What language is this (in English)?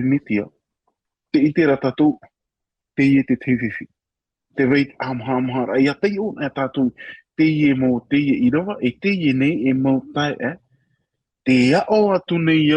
Tahitian